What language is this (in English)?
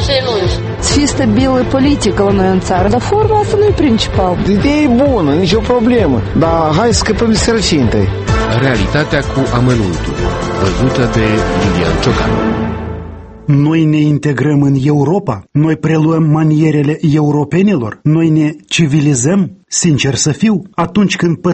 Romanian